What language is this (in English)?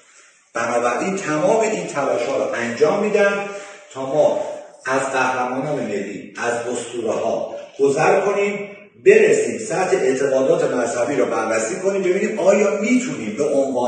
Persian